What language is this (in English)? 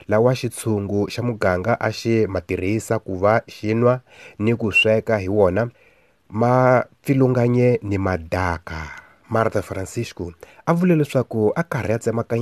Tsonga